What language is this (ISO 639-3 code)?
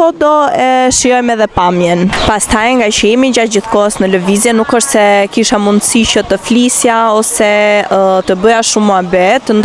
sqi